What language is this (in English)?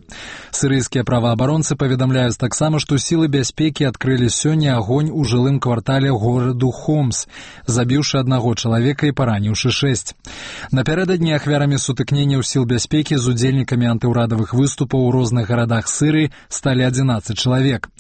Belarusian